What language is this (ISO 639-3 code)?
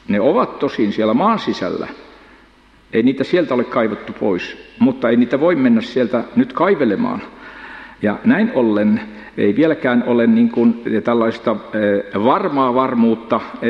fin